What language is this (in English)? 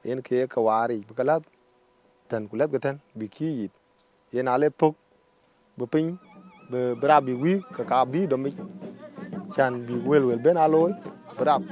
Dinka